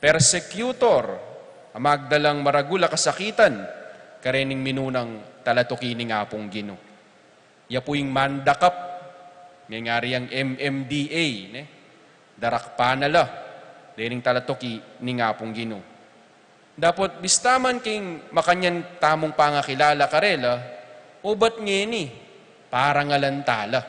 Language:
Pampanga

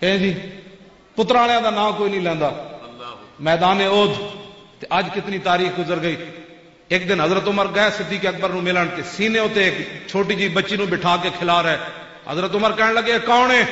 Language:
Western Panjabi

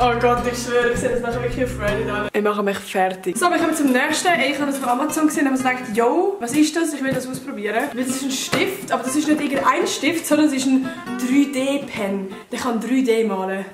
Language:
Swiss German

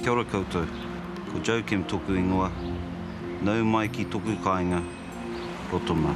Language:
Māori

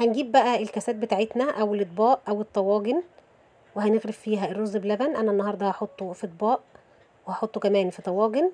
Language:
Egyptian Arabic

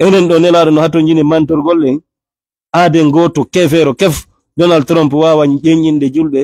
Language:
Fula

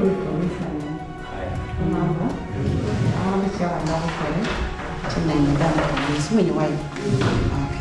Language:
Acoli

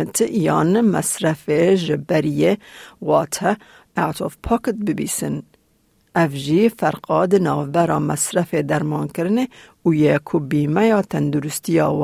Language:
Kurdish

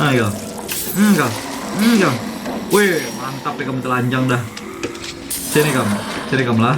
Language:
Banjar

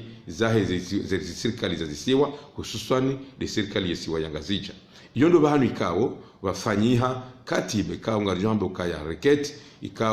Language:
Ngazidja Comorian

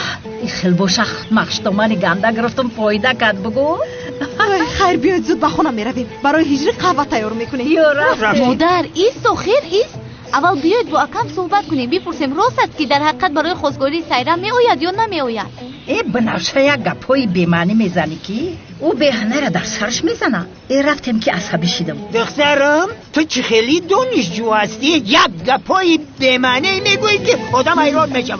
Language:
Tajik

